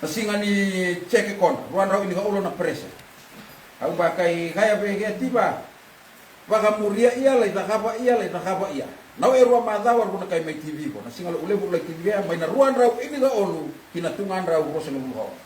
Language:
Fijian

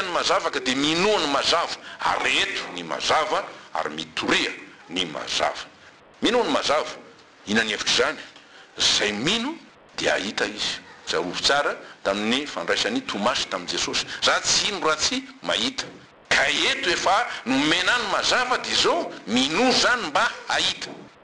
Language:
Malagasy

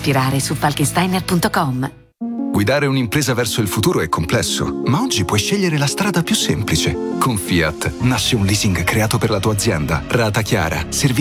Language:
Italian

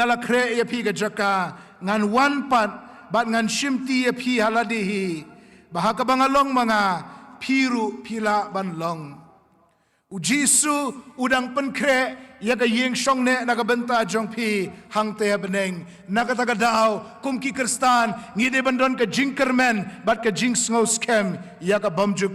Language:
Khasi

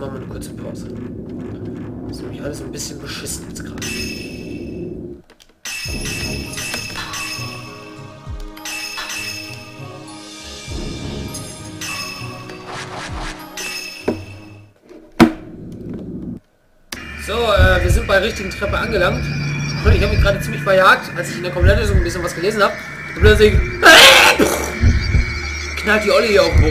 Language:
German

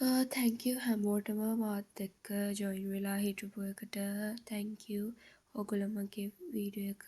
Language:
Sinhala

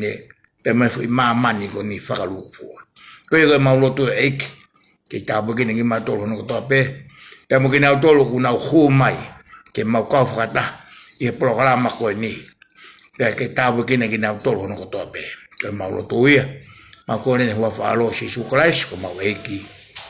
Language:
Tongan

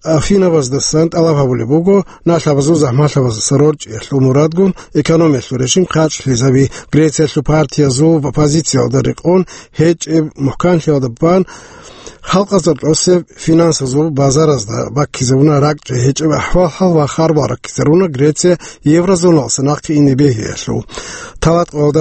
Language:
Avaric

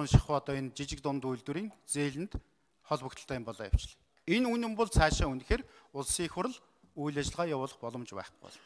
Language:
Mongolian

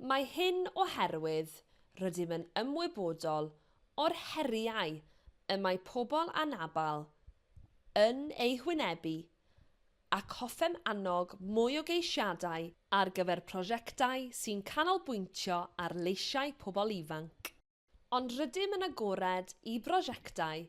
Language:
Welsh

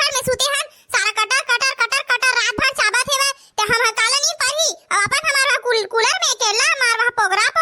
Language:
Chhattisgarhi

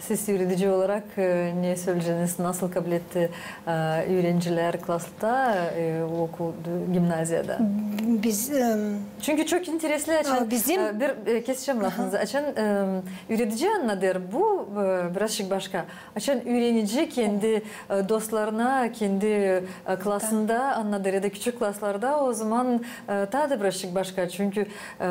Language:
Gagauz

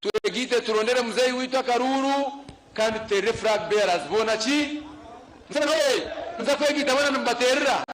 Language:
Nyankole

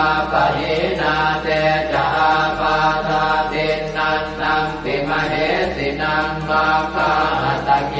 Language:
Pali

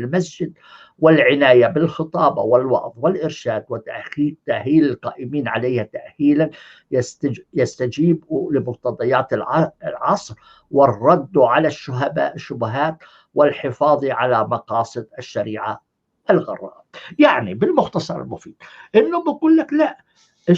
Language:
North Levantine Arabic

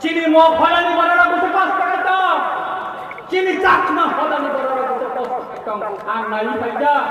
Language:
Kok Borok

